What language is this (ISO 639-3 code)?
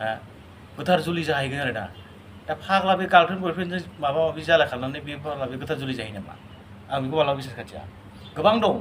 brx